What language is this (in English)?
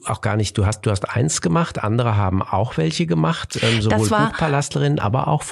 German